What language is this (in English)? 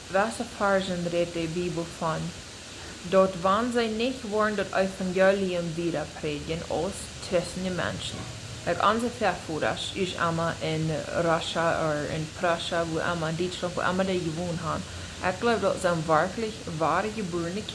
Plautdietsch